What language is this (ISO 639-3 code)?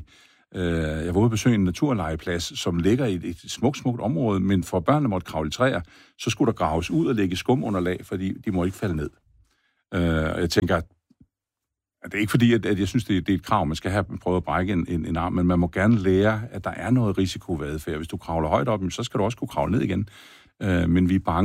dan